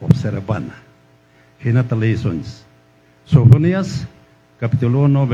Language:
Quechua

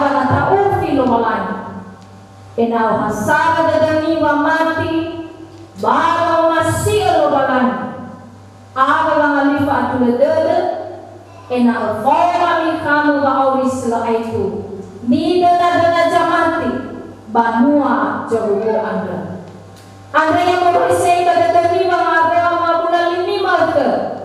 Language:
Nias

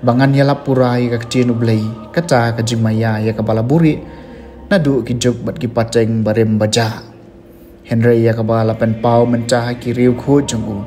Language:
Khasi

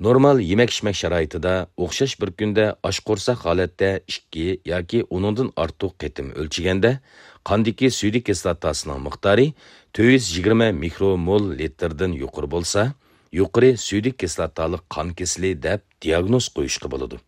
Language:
Uyghur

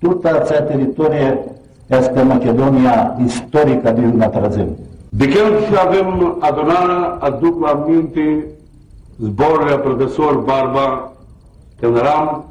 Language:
Aromanian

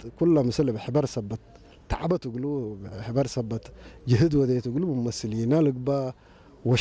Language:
Tigrinya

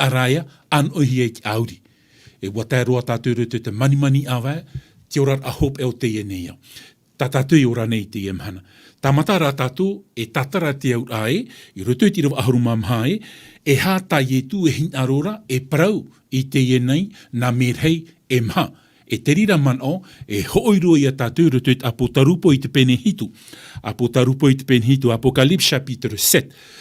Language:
Tahitian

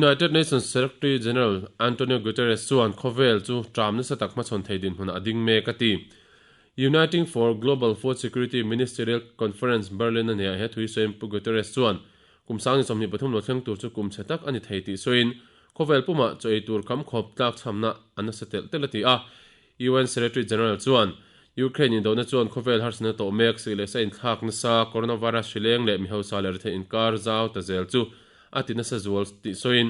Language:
Mizo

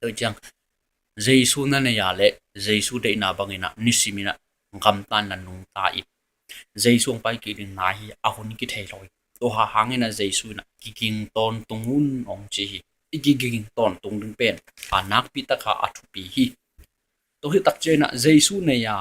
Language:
Tedim Chin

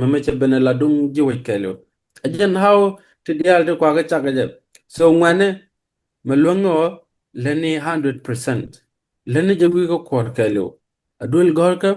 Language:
Nuer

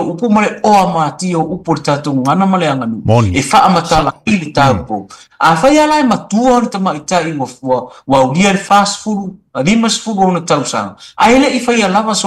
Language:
Samoan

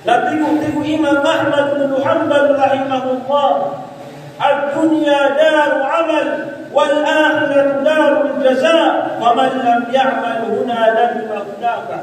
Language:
Maranao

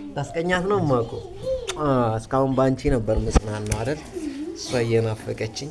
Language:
Amharic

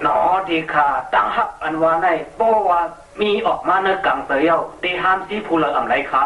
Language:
Shan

